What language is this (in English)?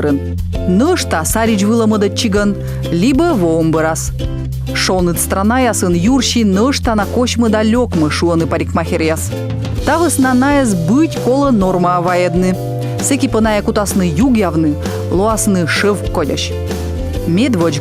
Komi